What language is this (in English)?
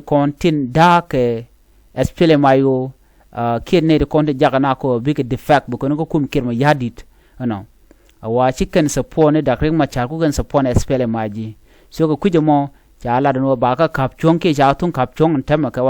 Nuer